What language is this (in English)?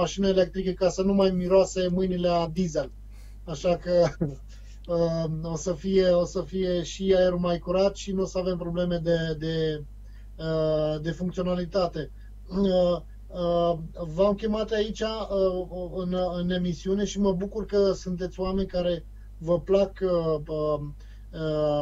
Romanian